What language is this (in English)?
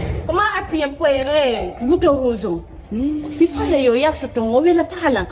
Fula